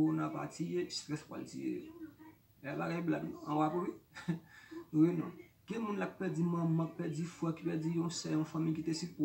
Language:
Haitian Creole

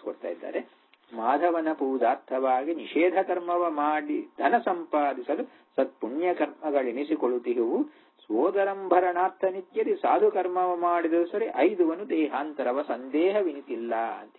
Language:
Kannada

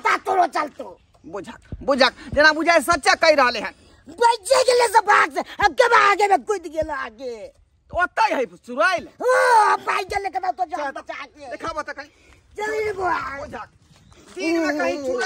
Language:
Maithili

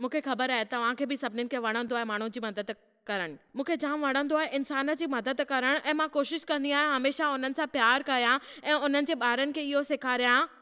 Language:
Sindhi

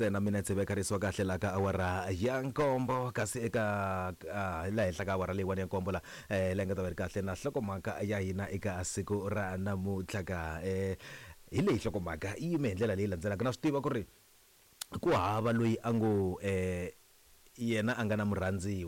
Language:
Tsonga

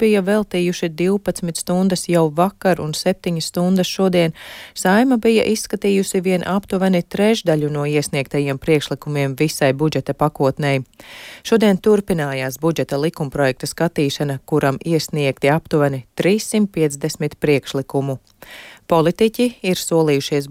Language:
Latvian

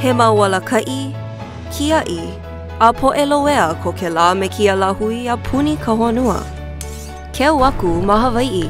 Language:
Hawaiian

